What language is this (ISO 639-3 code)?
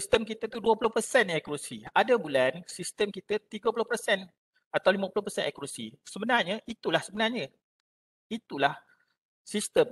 msa